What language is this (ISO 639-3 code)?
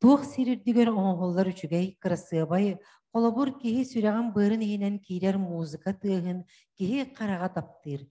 sah